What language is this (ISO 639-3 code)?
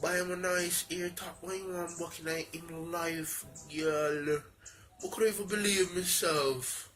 jam